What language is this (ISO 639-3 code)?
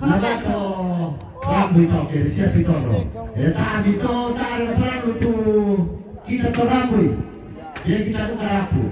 sda